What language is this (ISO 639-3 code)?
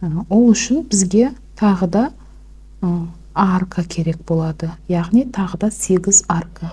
kaz